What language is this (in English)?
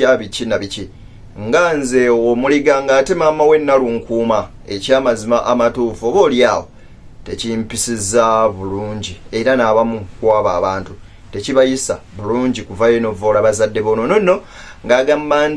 Ganda